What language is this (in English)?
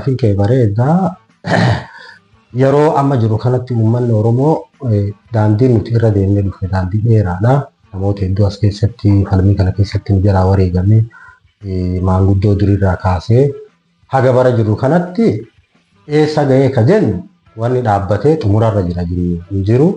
Oromo